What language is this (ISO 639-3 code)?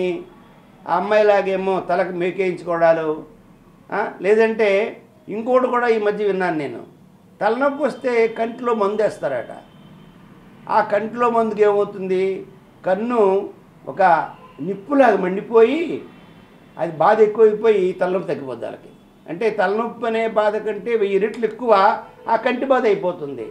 tel